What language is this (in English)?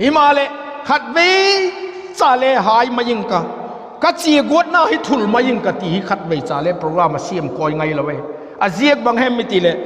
Vaiphei